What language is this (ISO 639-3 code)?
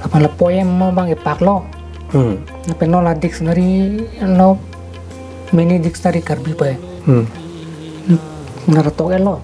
mjw